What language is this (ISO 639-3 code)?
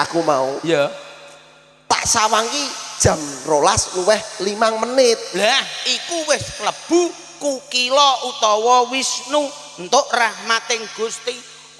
jav